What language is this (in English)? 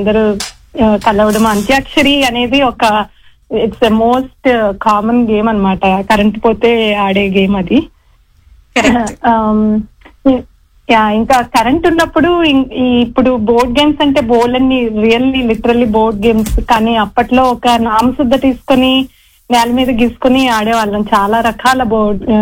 Telugu